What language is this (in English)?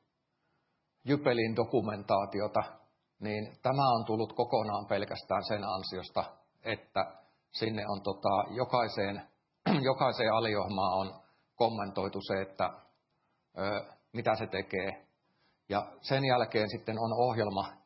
Finnish